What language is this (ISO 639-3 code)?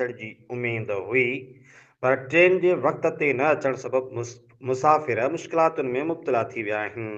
snd